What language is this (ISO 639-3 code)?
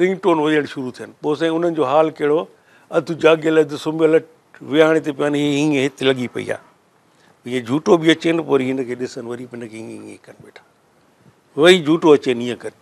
snd